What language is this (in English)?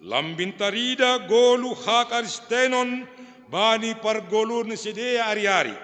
Batak Simalungun